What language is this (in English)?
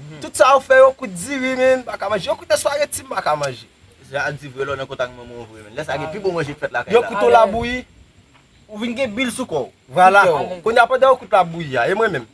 Haitian Creole